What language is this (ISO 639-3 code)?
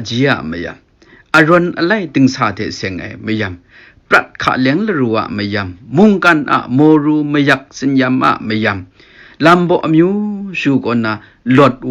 kac